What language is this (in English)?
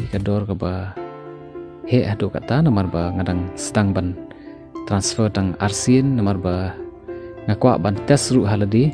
Khasi